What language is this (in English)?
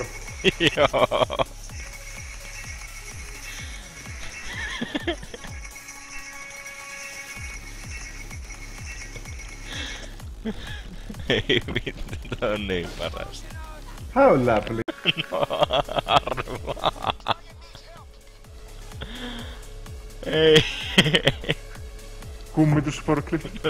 Finnish